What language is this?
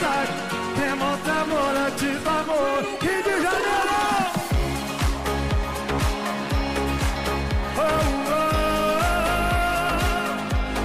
Portuguese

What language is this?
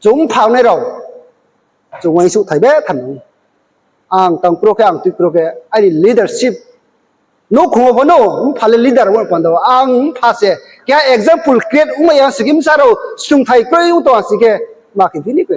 Riang (India)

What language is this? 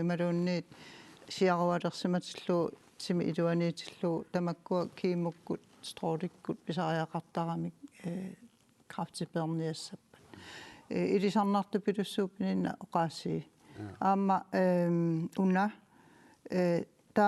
Kalaallisut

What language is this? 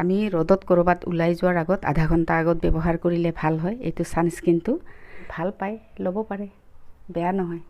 Assamese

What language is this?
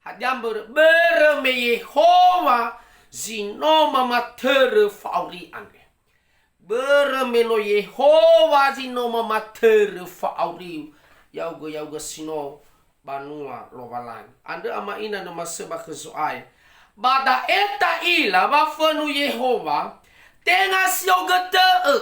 Nias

